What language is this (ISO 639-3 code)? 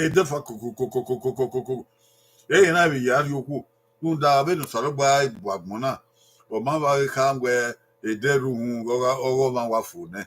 bin